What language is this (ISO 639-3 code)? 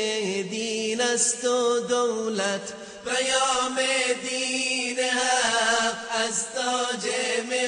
fas